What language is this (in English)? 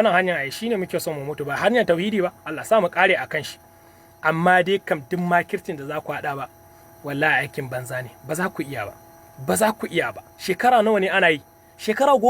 Hausa